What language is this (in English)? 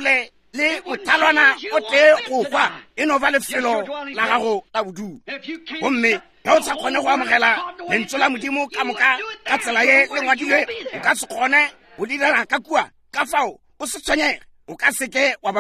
Northern Sotho